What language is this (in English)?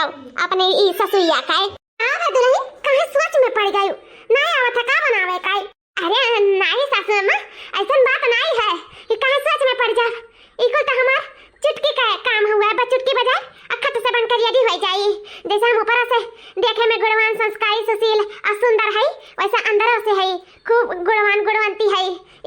Awadhi